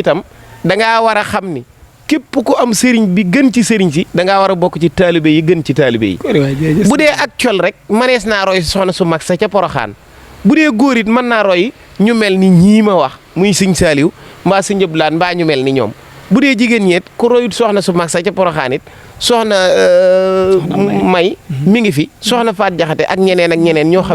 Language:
Wolof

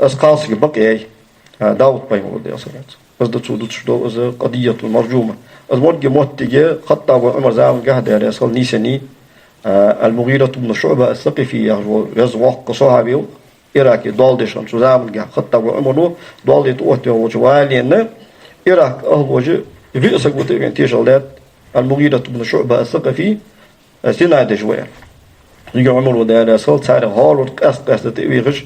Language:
Ingush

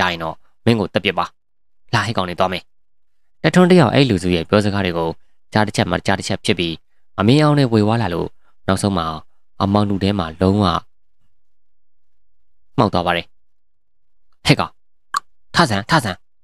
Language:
Burmese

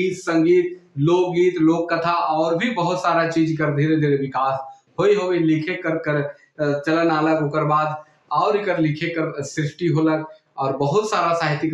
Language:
Sadri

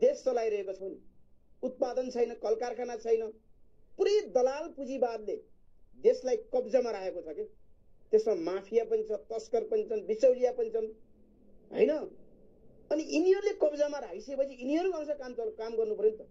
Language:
Nepali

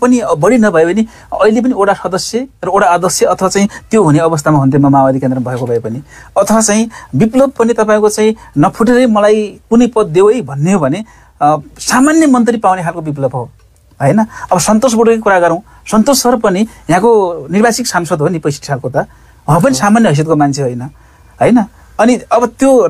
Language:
Nepali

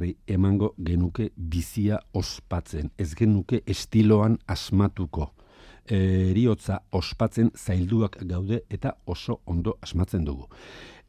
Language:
Basque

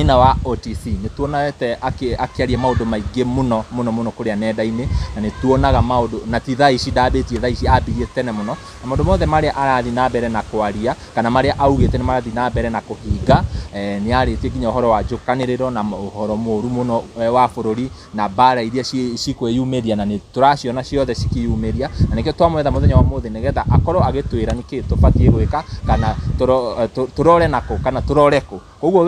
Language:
Kikuyu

